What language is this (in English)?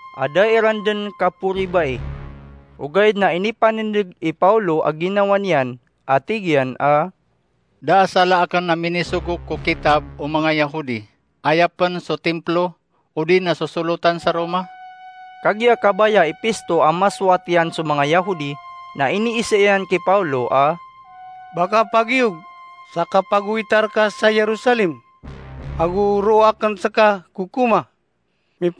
Maranao